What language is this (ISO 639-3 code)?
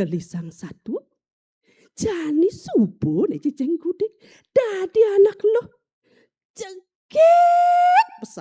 ban